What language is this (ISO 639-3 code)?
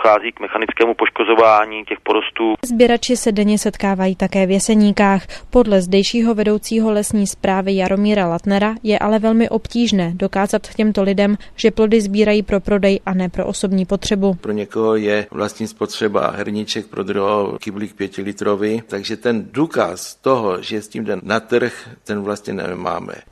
ces